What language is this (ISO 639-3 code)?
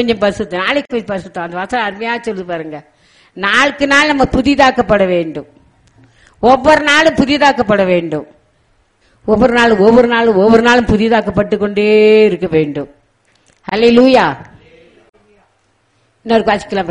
tam